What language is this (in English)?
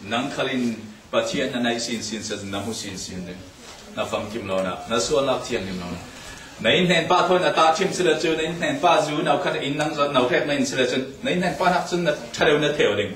Falam Chin